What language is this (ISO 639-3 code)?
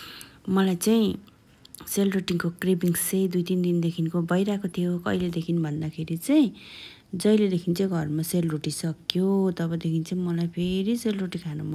nep